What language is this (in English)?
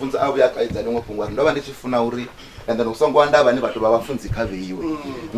Venda